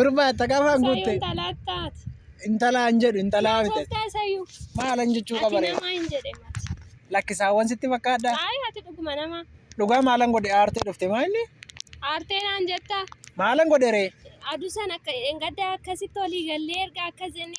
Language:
Oromo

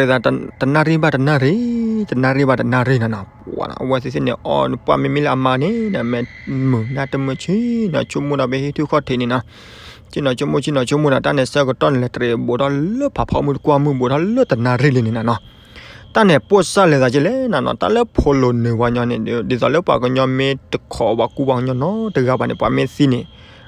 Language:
S'gaw Karen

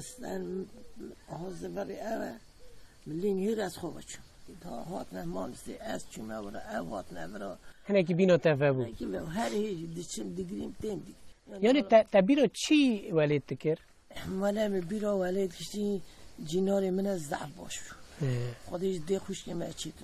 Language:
Kurdish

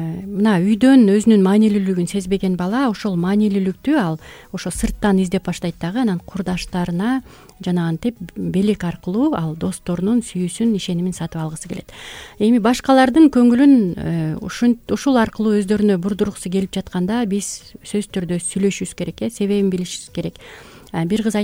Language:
Kyrgyz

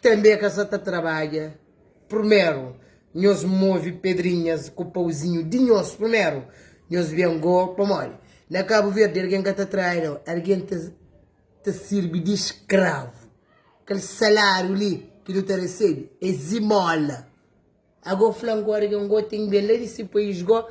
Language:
Kabuverdianu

